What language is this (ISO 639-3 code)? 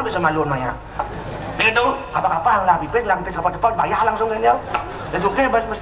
ban